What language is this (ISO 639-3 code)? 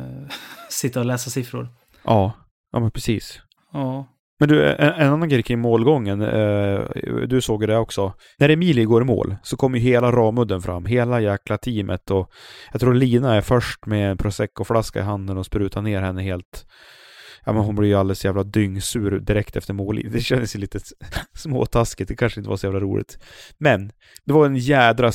swe